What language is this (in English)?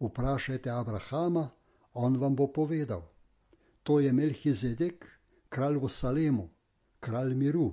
Slovenian